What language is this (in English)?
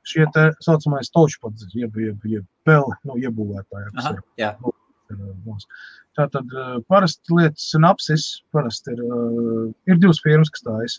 Latvian